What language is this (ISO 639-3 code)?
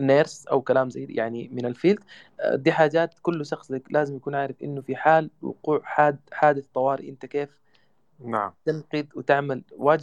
apd